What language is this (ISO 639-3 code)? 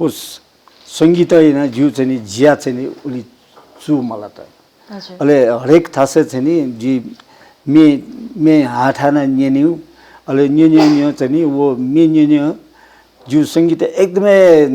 new